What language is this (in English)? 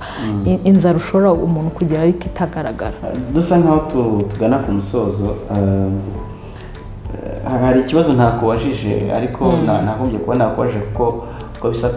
Kinyarwanda